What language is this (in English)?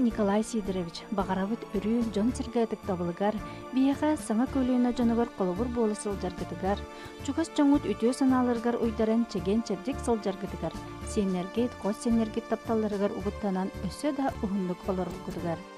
Yakut